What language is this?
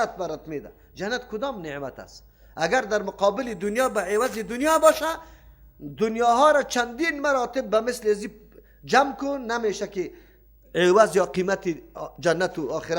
Persian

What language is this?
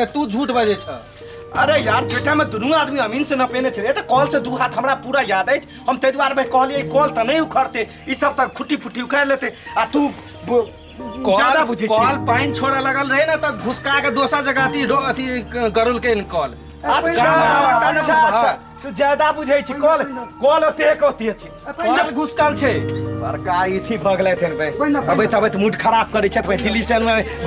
Maithili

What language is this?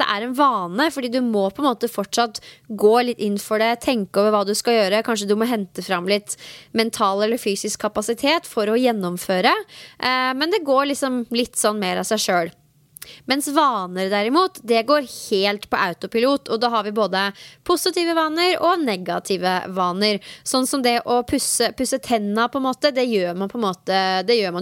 Norwegian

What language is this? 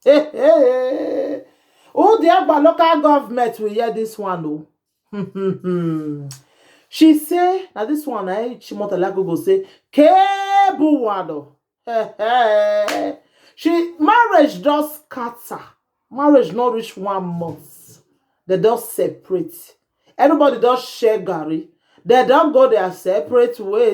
Nigerian Pidgin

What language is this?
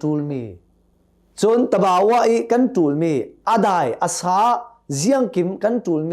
Hakha Chin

